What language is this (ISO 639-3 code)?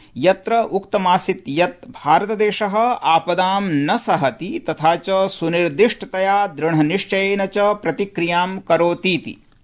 san